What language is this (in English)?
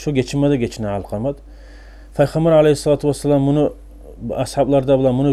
Kumyk